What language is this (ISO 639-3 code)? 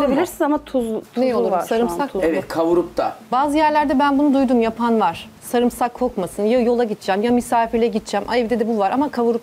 tur